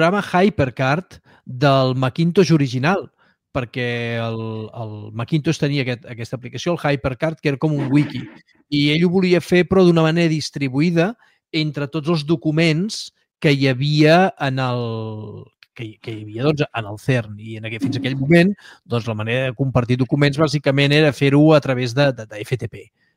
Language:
Catalan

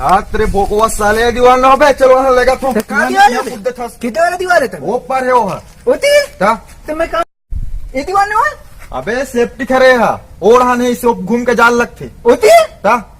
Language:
Chhattisgarhi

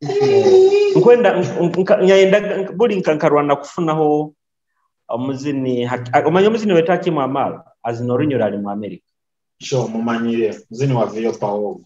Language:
Nyoro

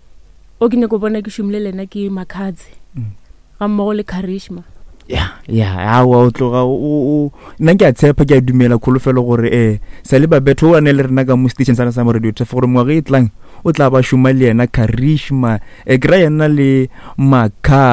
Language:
Northern Sotho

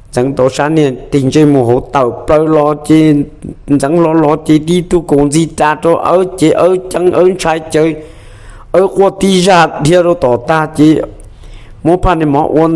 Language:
Hmong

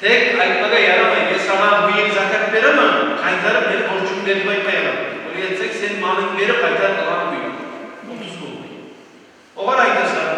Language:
Kumyk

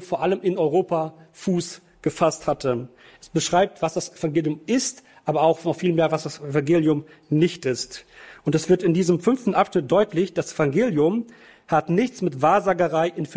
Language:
German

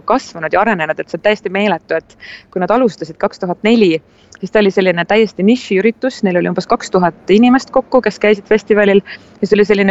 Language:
Estonian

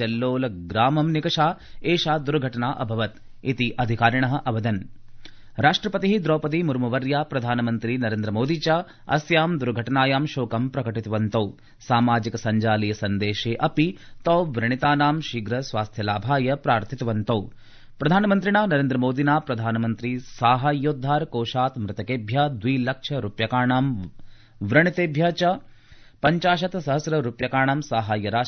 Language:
Sanskrit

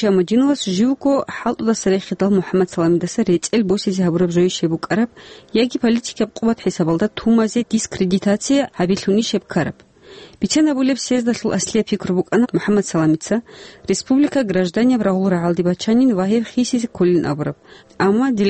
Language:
Avaric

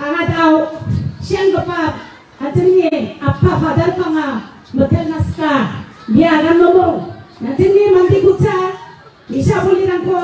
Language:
Garo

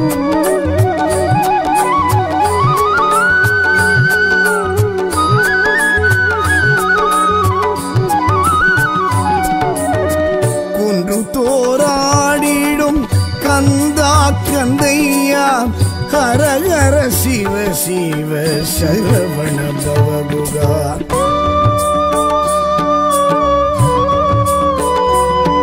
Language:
Tamil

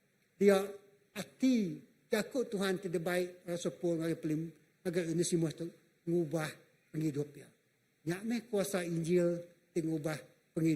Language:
Iban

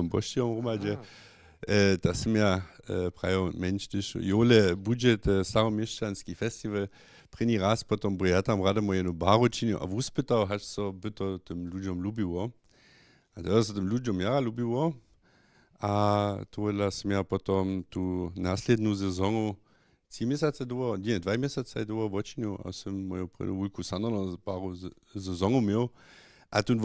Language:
Upper Sorbian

